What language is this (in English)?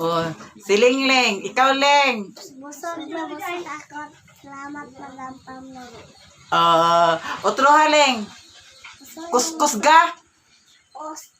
Cebuano